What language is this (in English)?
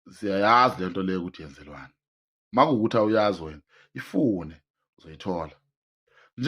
Zulu